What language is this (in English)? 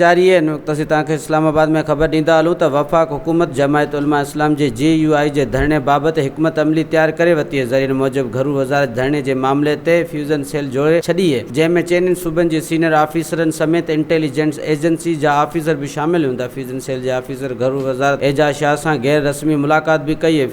Sindhi